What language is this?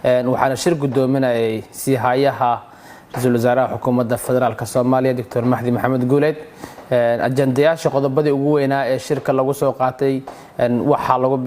Somali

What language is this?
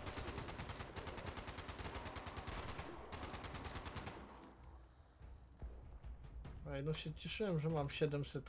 Polish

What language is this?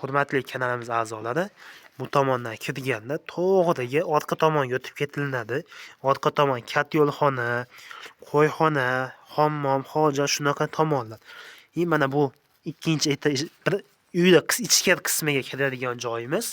Uzbek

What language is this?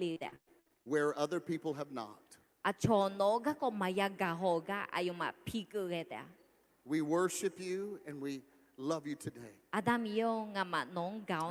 Akha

